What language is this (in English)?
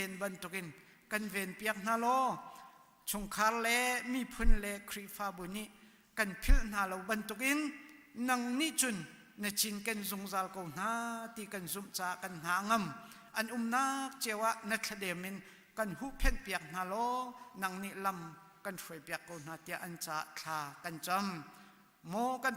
Hakha Chin